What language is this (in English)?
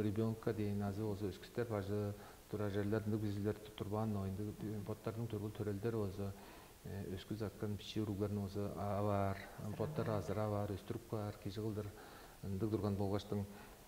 Tuvinian